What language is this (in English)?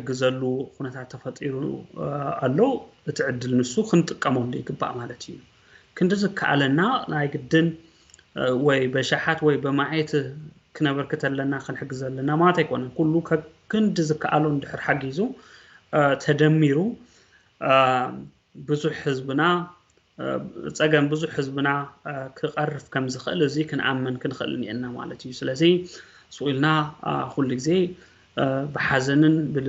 Tigrinya